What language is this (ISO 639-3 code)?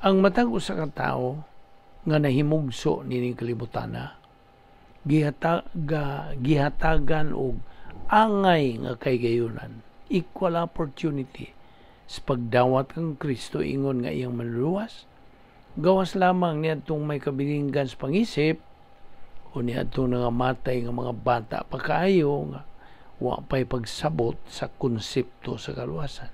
ceb